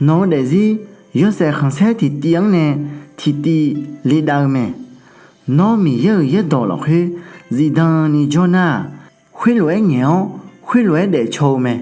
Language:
Akha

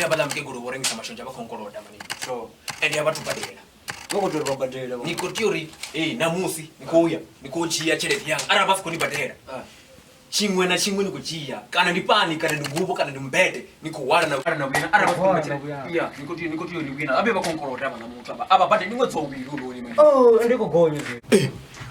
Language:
Venda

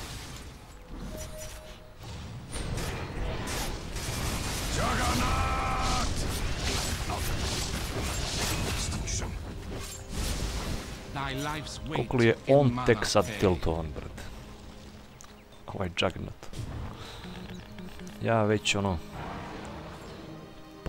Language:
Serbian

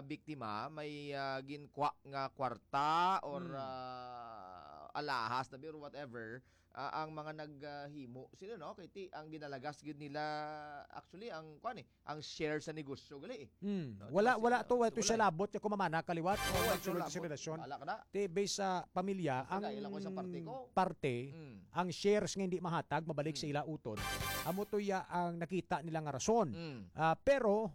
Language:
Hiligaynon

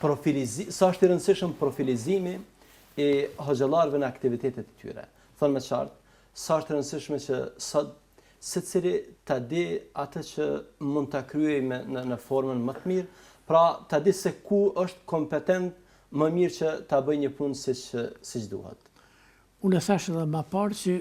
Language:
Albanian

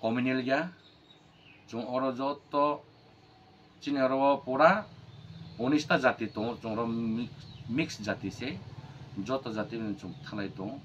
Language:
Kok Borok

